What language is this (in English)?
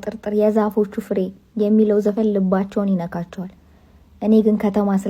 Amharic